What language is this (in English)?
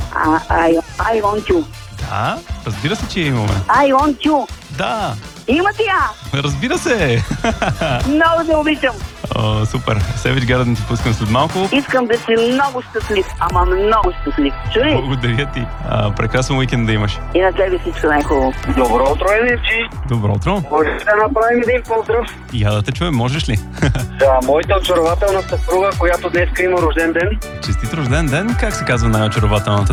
Bulgarian